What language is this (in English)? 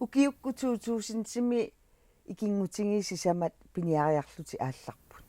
Kalaallisut